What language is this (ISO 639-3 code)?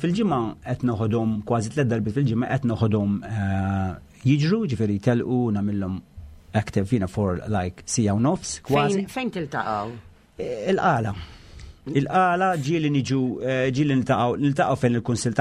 mlt